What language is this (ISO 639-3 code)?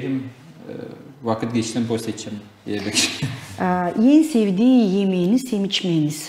gag